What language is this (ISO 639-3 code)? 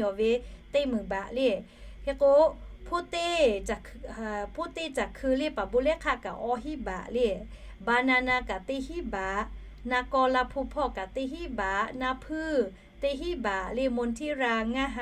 lhu